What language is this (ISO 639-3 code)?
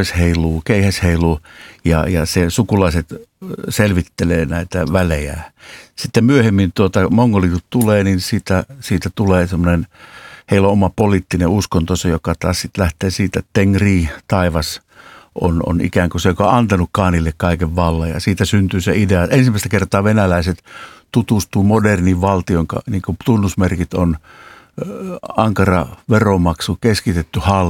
fin